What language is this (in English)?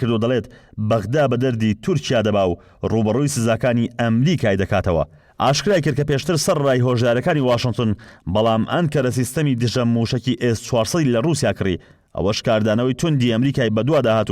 Central Kurdish